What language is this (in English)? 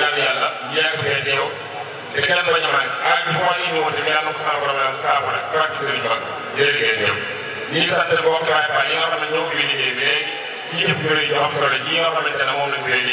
Wolof